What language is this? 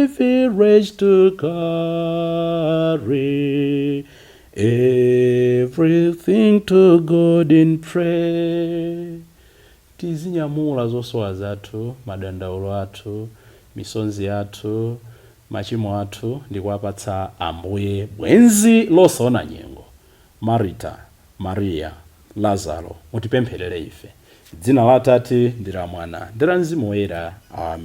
Nyanja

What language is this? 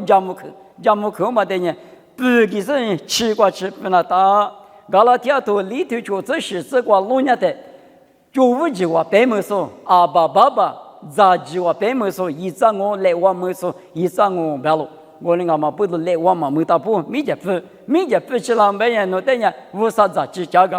Lisu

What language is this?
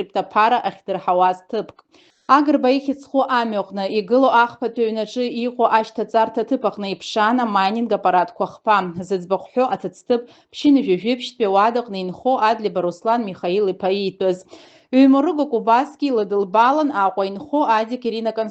Abkhazian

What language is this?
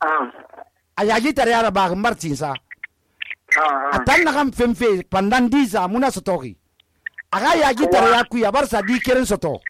Susu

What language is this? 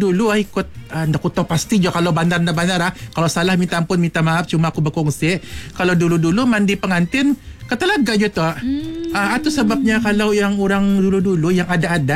Malay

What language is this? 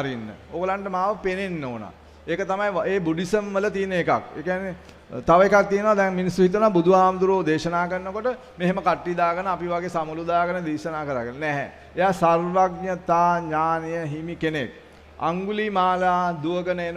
Sinhala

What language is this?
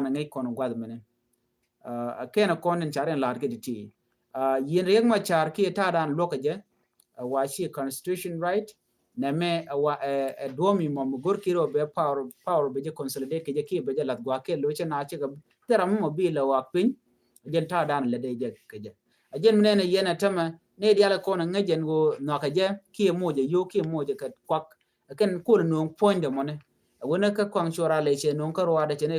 Nuer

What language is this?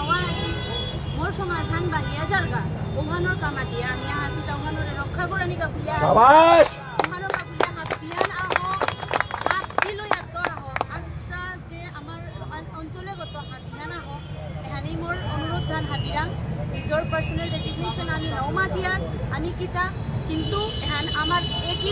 Bishnupriya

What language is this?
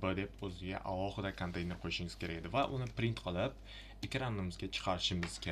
Uzbek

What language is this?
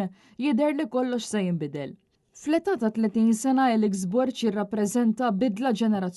Maltese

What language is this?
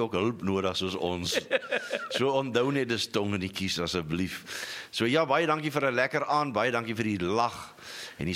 Afrikaans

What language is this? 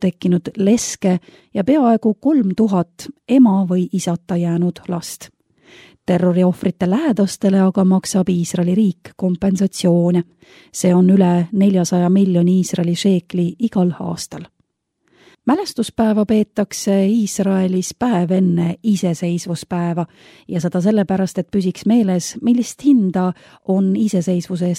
Estonian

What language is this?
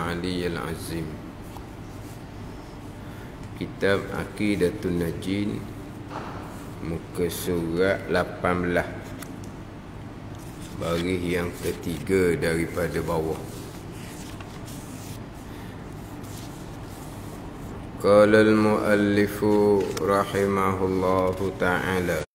Malay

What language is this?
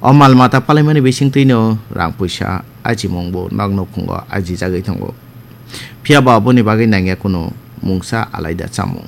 Kok Borok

